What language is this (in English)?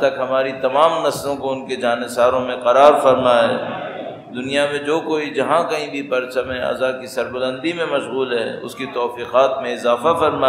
Urdu